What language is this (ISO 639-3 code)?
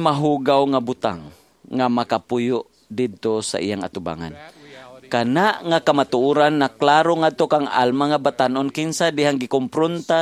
ceb